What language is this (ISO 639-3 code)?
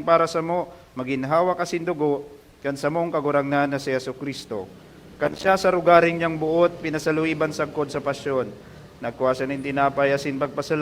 bik